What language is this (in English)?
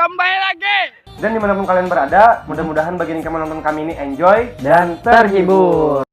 Banjar